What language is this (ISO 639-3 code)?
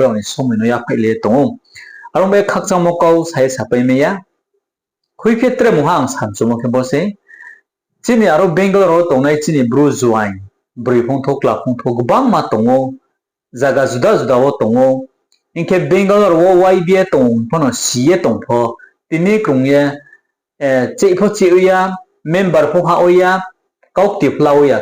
ria